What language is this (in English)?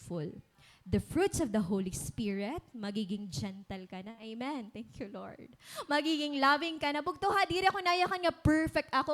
Waray